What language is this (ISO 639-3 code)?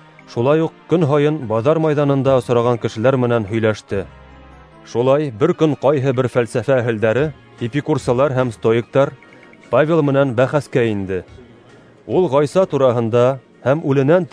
bak